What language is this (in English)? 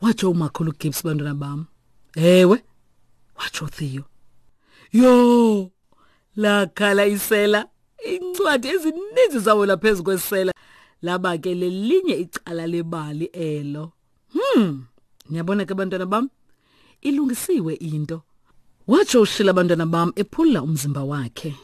Xhosa